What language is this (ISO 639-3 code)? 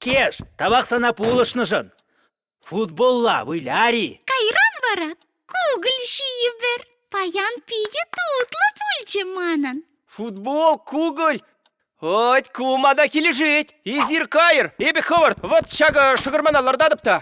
chv